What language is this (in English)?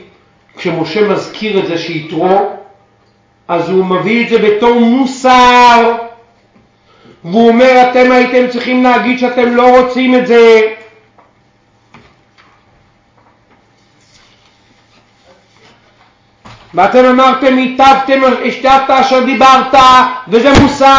Hebrew